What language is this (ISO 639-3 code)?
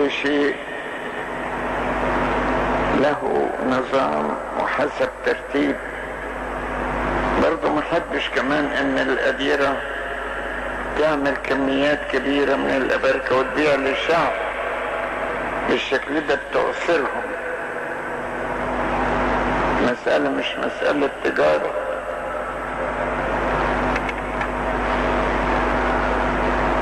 arz